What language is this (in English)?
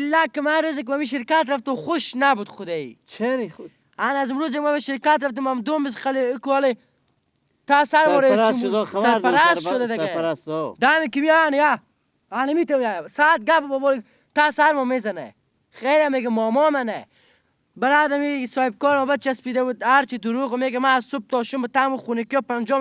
Persian